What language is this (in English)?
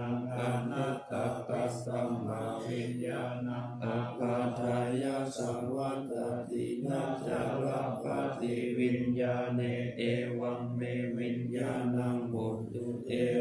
Pali